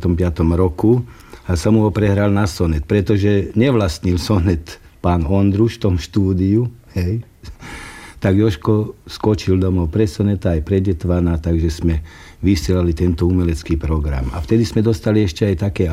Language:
Slovak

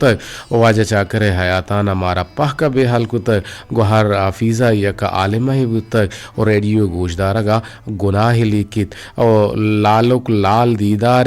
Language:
Eastern Balochi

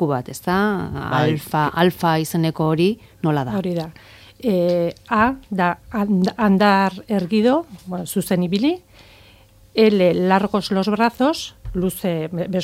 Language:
Basque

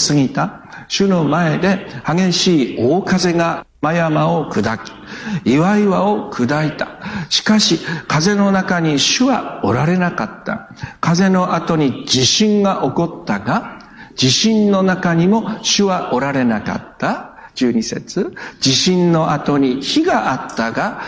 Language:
Japanese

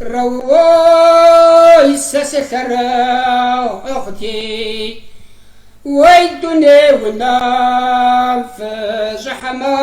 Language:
Kabardian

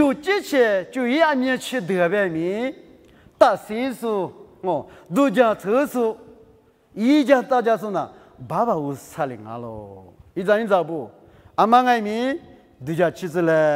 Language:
Lisu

